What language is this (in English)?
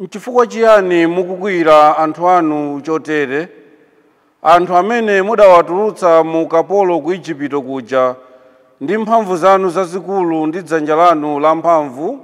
Nyanja